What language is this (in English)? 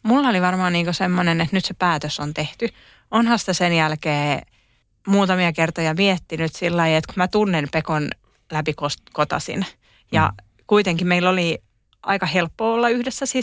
Finnish